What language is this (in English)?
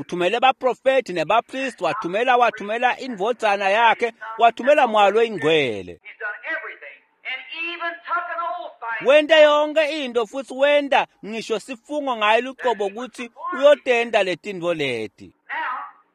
Swati